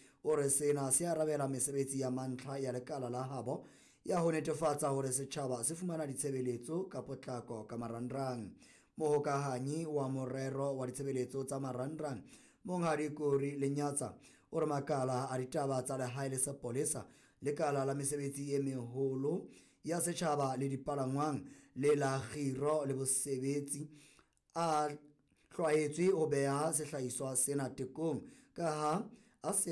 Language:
Southern Sotho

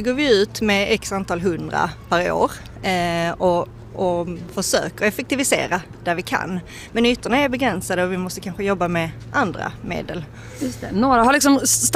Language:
Swedish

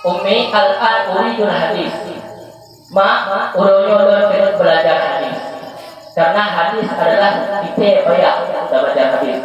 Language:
Achinese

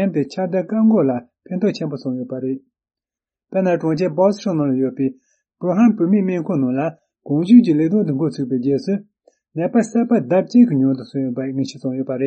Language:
Tibetan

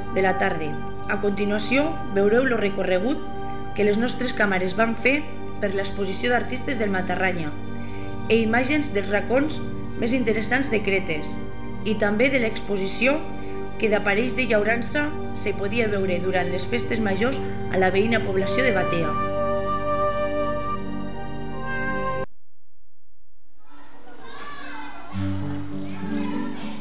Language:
Catalan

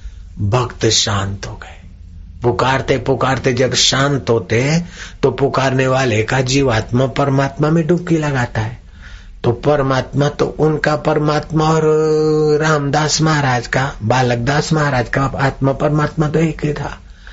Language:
Hindi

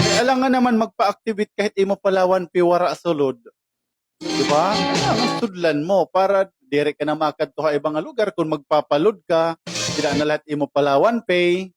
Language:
Waray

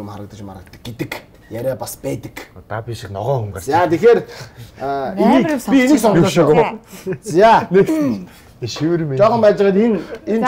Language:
Mongolian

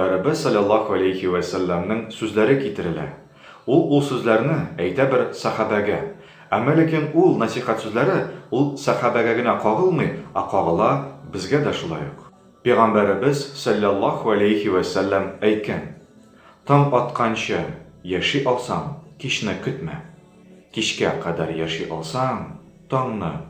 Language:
Tatar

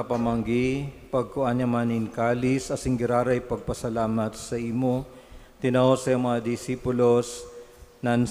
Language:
Bikol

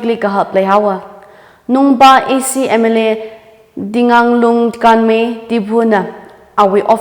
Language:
Tangkhul Naga (India)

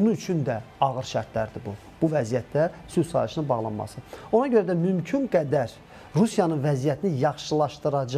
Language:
Azerbaijani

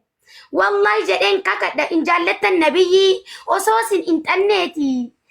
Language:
Oromo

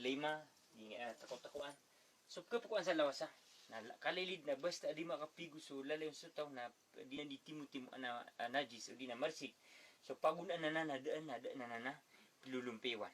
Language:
Maranao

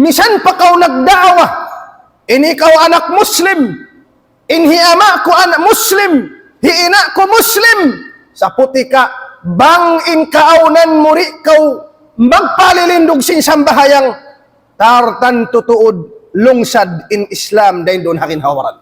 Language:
Tausug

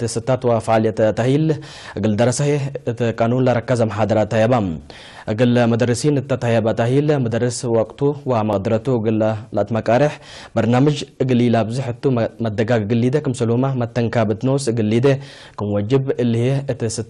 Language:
Tigre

